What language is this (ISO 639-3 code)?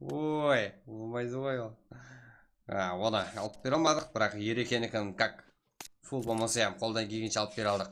kaa